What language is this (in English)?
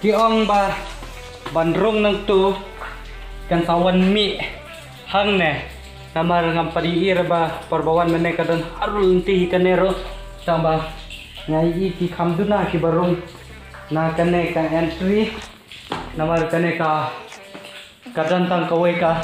Khasi